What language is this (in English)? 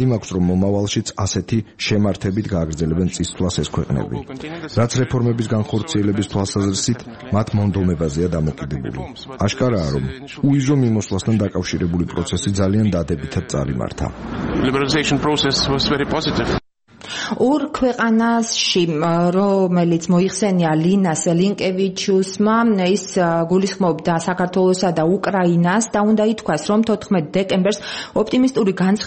Georgian